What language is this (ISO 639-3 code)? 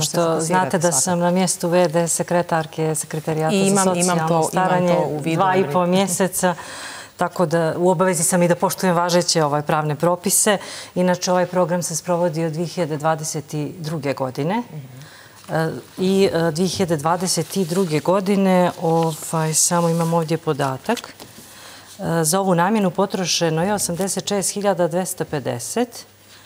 srp